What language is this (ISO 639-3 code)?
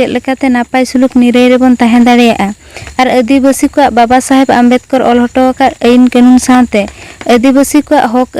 sat